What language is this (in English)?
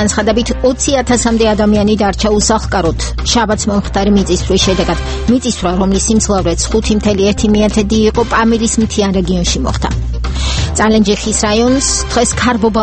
Georgian